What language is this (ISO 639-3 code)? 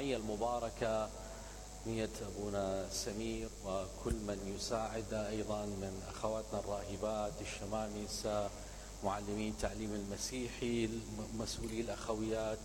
acm